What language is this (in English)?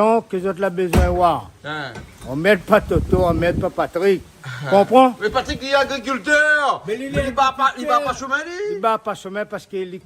Réunion Creole French